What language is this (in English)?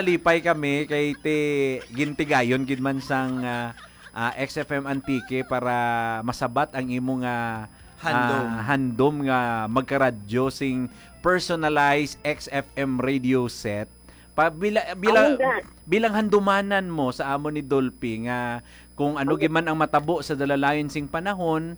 Hiligaynon